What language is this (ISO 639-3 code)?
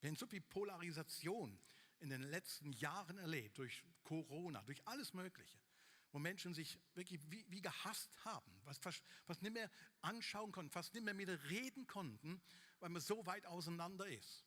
gsw